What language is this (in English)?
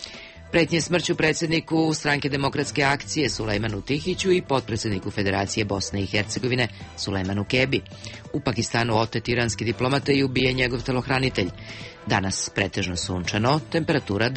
Serbian